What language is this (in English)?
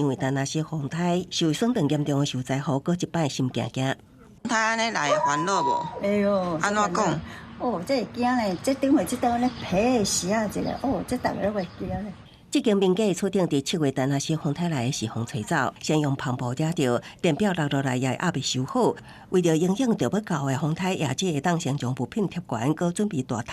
Min Nan Chinese